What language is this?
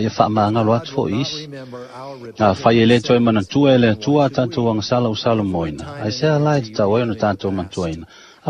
Samoan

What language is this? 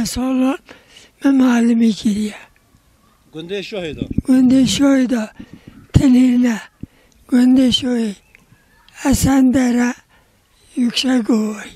Kurdish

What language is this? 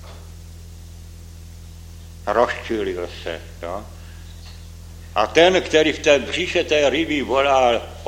Czech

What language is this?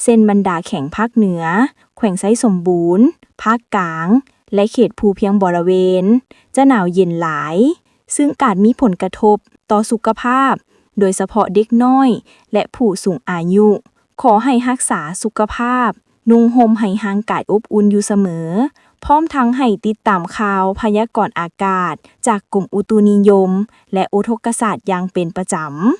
Lao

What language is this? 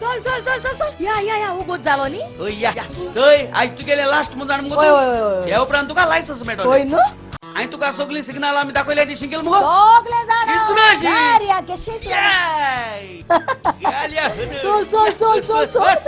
Konkani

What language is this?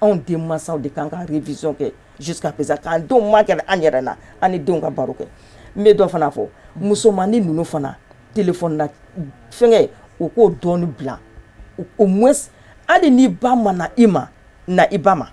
Bambara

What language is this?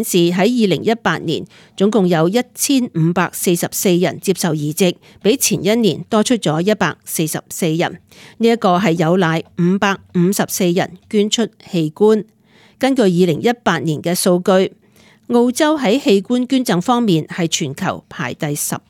Cantonese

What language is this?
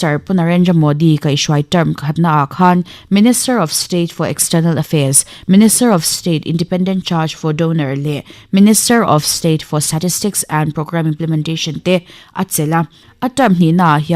Mizo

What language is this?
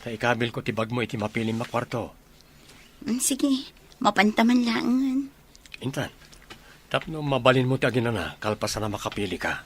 Iloko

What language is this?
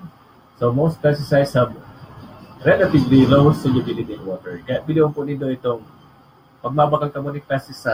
Bikol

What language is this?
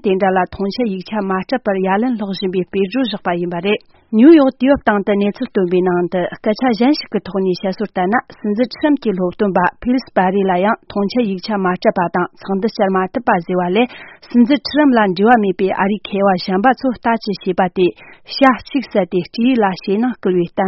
Tibetan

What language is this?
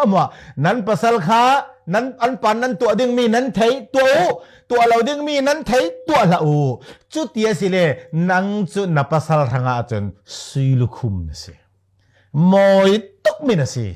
Falam Chin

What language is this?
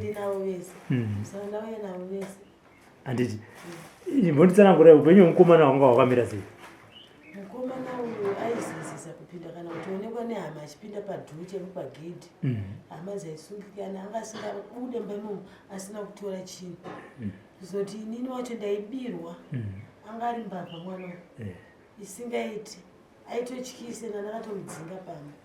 Shona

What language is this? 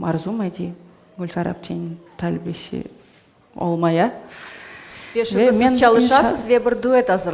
Crimean Tatar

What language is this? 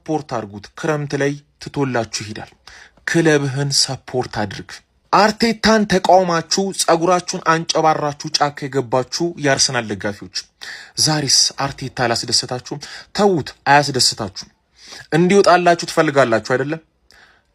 Amharic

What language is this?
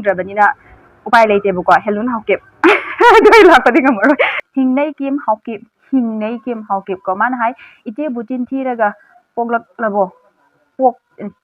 Manipuri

